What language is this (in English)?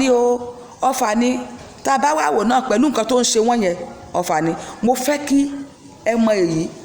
Yoruba